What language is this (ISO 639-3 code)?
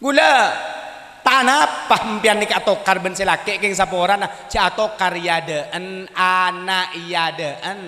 mad